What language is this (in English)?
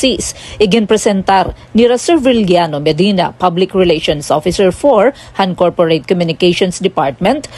Waray